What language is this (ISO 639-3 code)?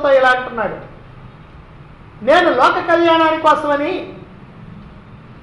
tel